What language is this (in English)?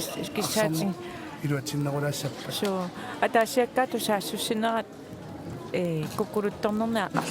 Kalaallisut